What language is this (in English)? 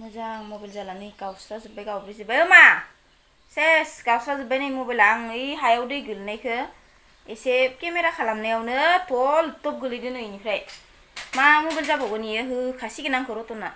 Bodo